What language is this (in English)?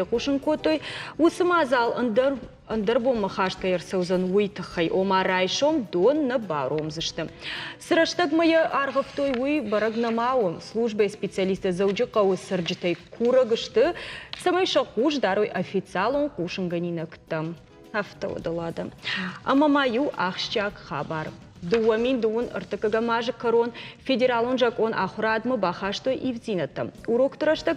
Ossetic